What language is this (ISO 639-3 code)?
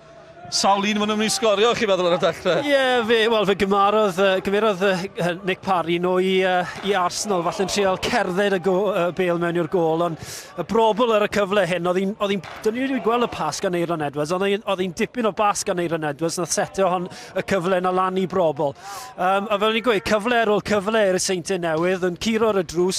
cym